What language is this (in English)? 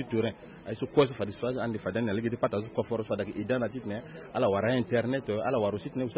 Sango